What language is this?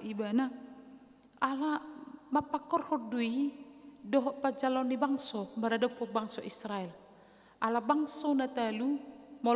Batak Toba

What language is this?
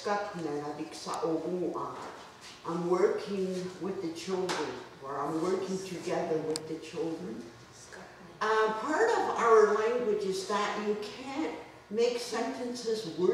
Mohawk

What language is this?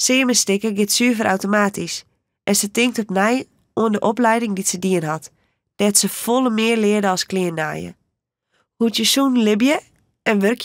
Western Frisian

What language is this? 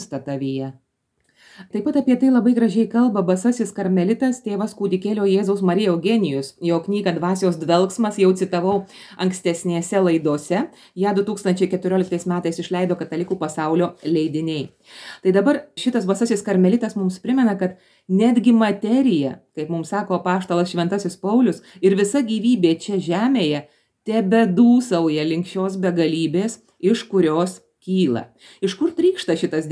Lithuanian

